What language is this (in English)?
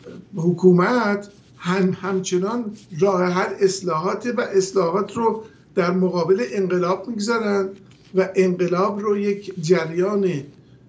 Persian